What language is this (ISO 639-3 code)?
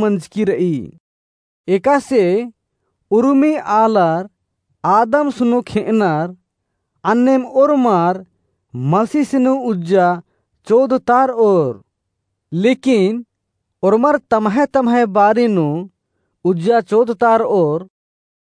kru